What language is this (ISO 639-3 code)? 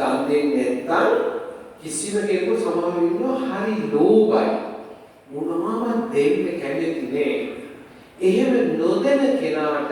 sin